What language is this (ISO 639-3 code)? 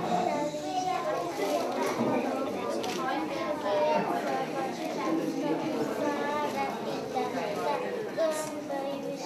hun